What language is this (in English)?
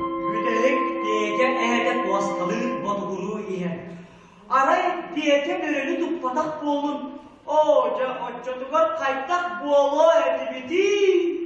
Yakut